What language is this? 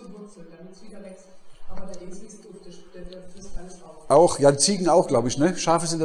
German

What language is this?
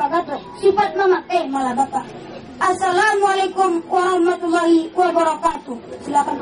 Minangkabau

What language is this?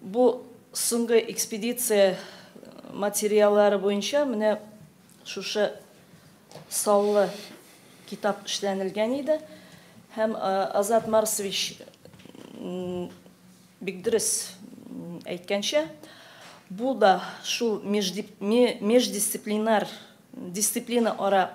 Tatar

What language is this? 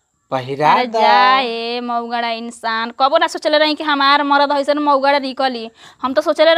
Bhojpuri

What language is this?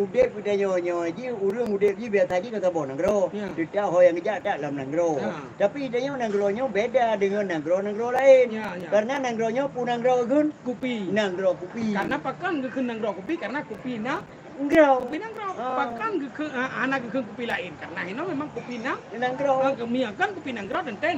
Achinese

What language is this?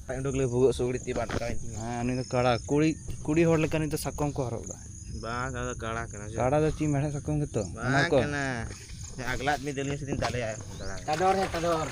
Santali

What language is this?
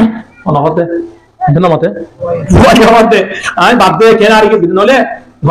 Rohingya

